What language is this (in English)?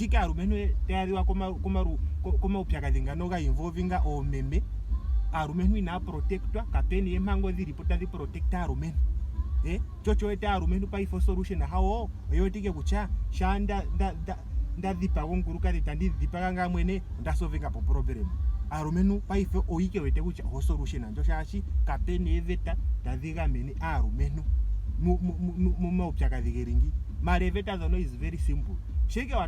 Ndonga